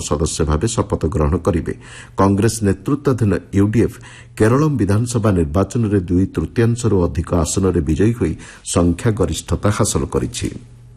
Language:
Odia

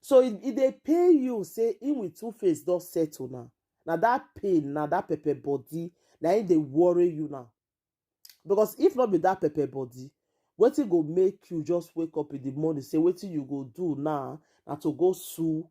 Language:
Nigerian Pidgin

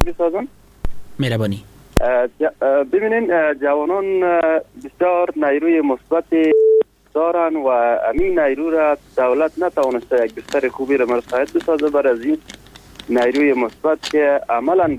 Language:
Persian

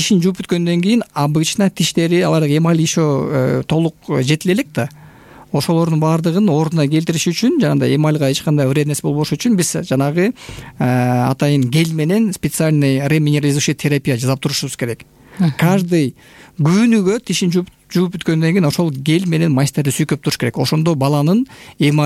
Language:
Kyrgyz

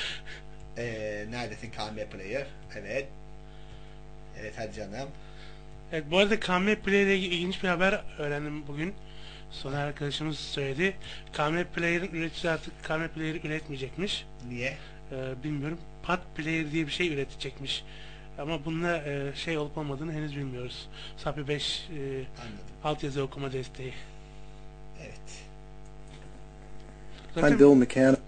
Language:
Turkish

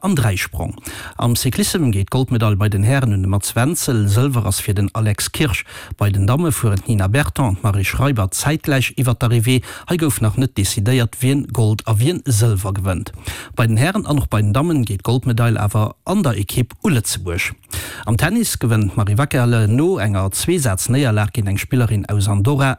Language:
Luxembourgish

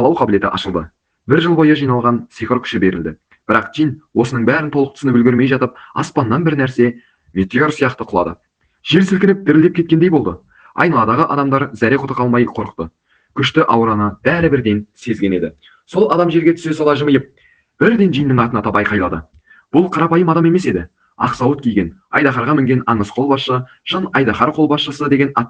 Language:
Kazakh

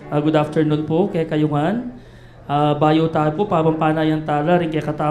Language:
Pampanga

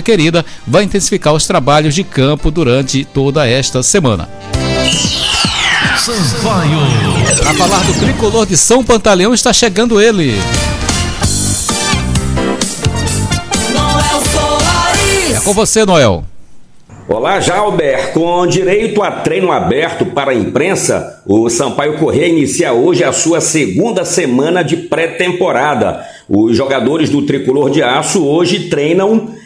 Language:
Portuguese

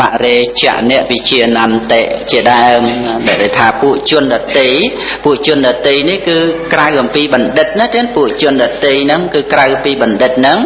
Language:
Khmer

